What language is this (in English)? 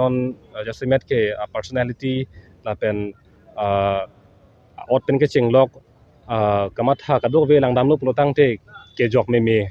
Karbi